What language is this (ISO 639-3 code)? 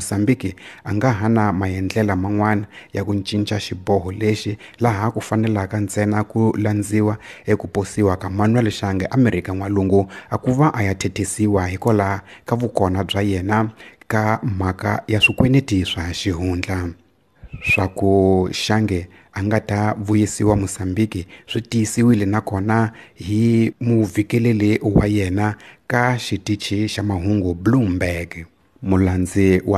tso